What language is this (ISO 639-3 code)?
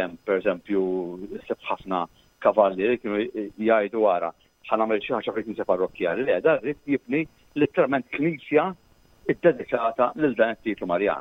mlt